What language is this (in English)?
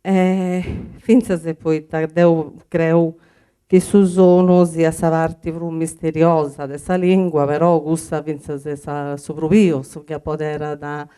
Sardinian